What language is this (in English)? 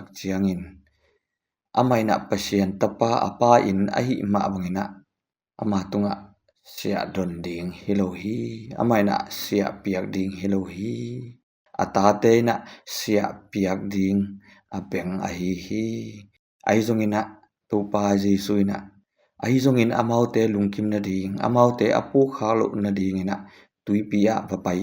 Tedim Chin